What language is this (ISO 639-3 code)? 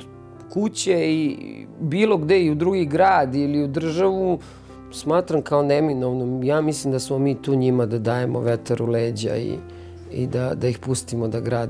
srp